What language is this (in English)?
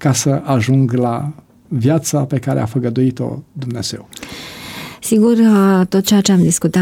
Romanian